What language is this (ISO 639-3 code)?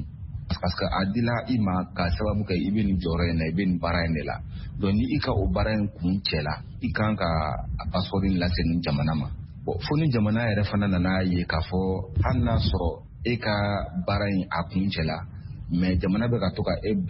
bam